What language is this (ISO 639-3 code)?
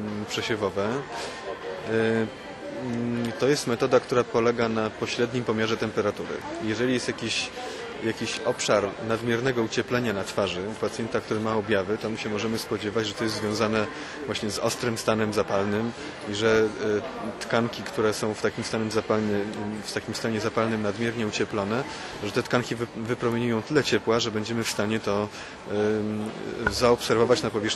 pol